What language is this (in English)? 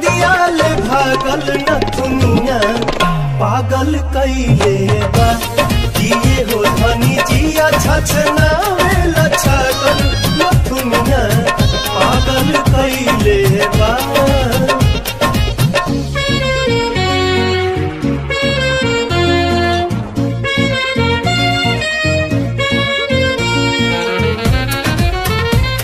Bhojpuri